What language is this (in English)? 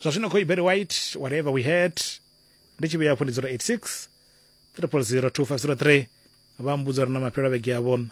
Venda